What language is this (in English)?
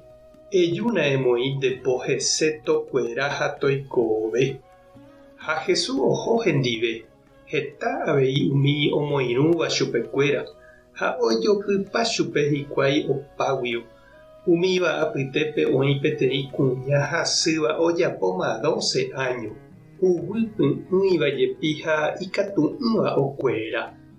Guarani